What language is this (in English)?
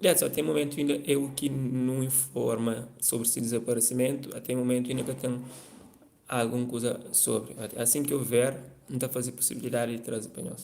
Kabuverdianu